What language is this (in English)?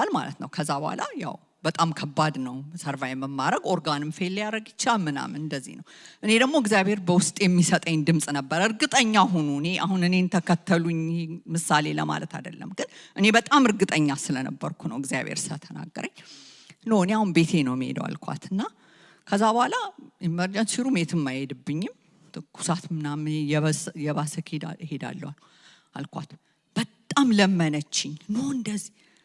Amharic